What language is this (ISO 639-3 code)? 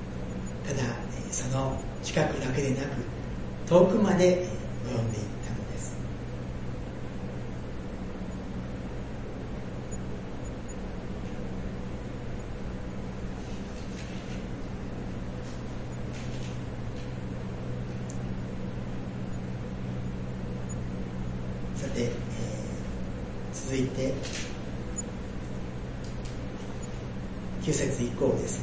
jpn